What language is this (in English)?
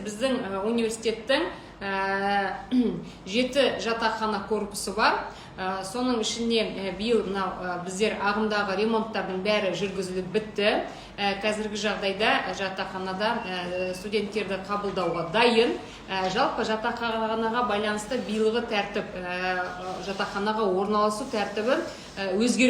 Kazakh